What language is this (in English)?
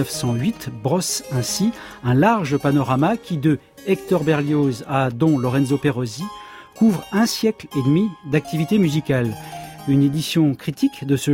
French